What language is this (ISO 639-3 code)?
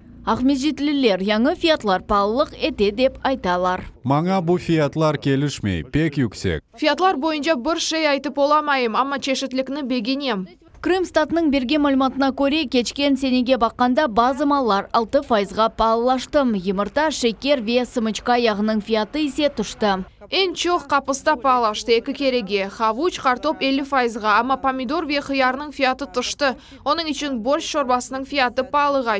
crh